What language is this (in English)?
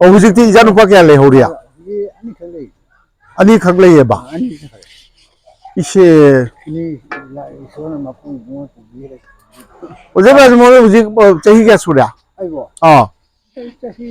Manipuri